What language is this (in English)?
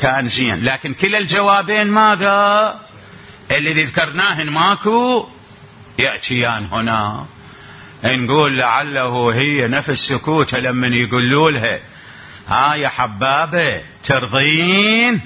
Mesopotamian Arabic